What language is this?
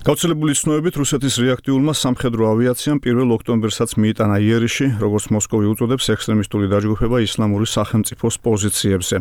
Georgian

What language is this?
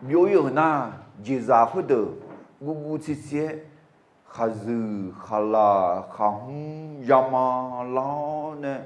Akha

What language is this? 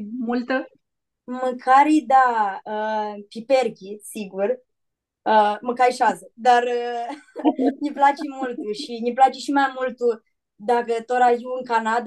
Aromanian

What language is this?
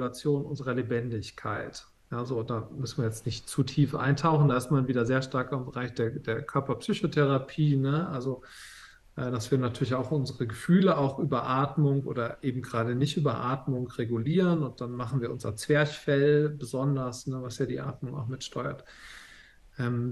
German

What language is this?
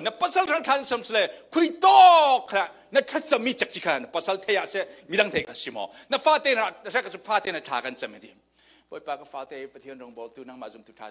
Falam Chin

